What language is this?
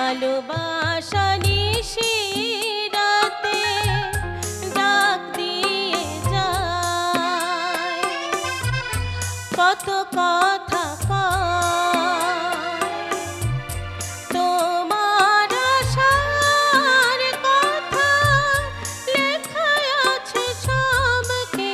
Bangla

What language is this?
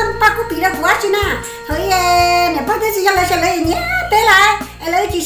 Hmong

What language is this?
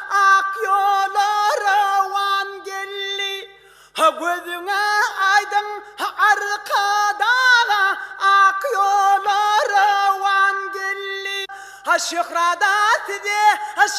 Turkmen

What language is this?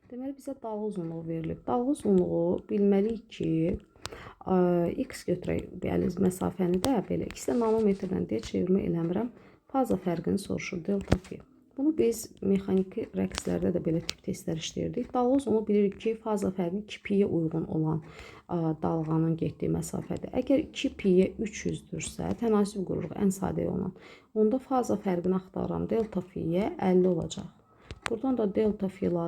Azerbaijani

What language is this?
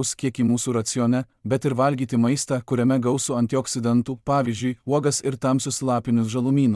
Lithuanian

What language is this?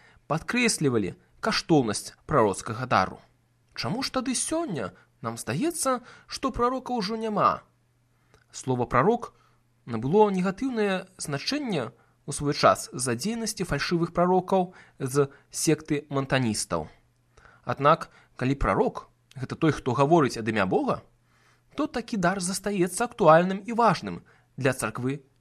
Belarusian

